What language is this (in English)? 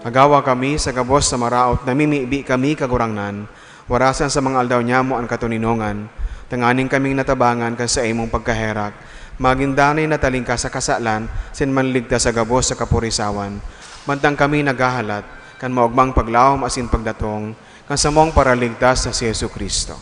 Bikol